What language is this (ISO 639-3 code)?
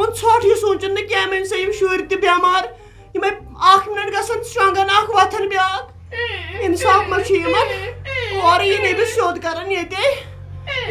kas